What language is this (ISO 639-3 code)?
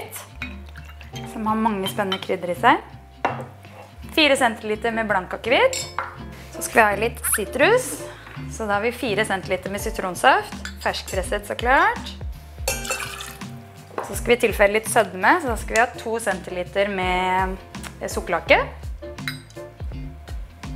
nor